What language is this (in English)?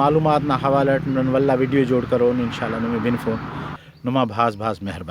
Brahui